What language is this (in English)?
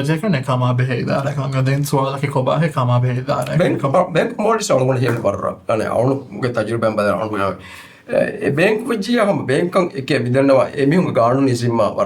Divehi